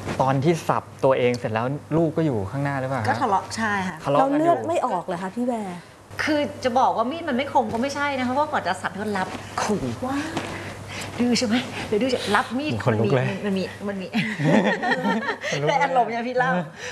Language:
Thai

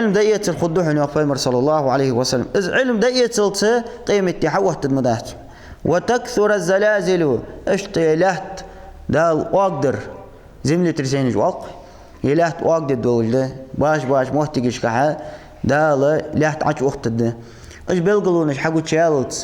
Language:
Ingush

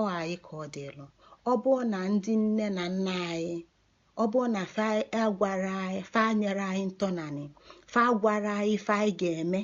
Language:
Igbo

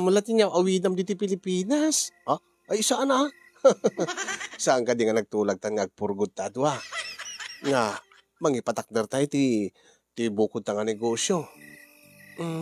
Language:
Iloko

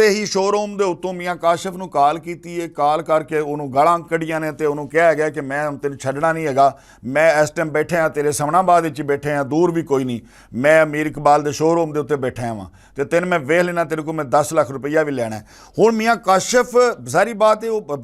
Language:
Western Panjabi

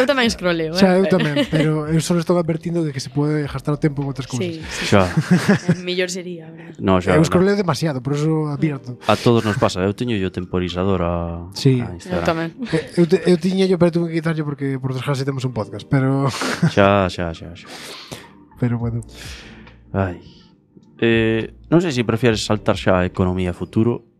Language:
Galician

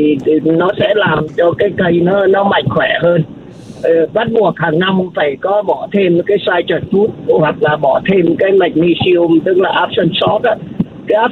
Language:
Vietnamese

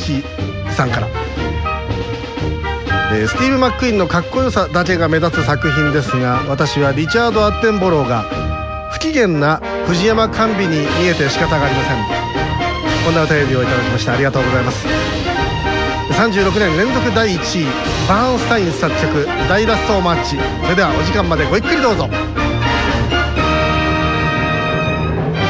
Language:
Japanese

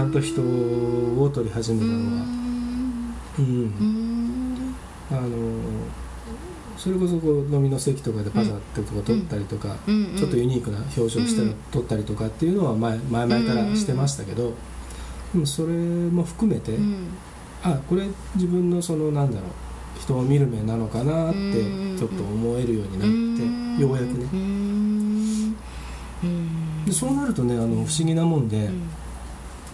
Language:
Japanese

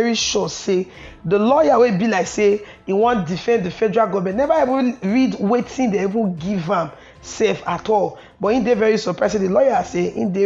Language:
Nigerian Pidgin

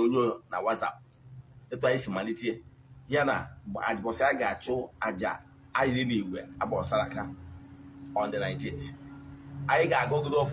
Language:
Igbo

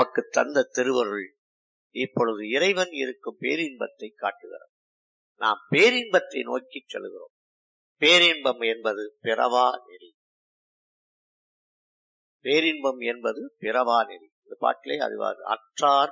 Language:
Tamil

